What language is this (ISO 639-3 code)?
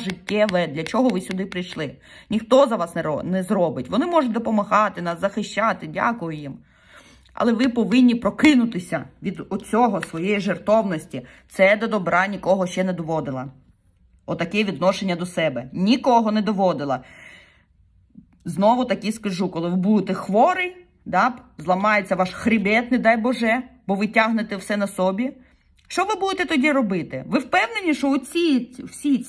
ukr